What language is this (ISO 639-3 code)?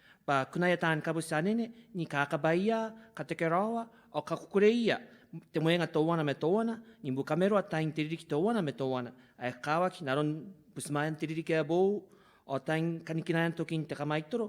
gil